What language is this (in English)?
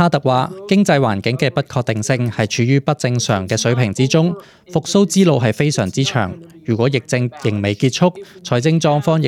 Cantonese